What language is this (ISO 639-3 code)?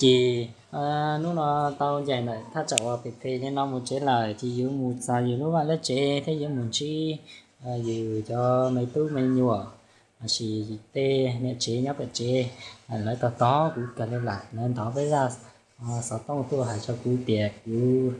hmn